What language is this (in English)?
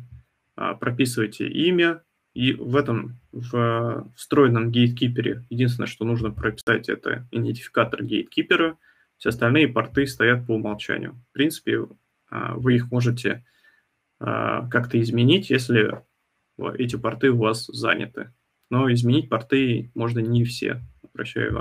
Russian